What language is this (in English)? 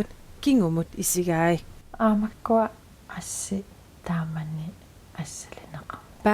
Kalaallisut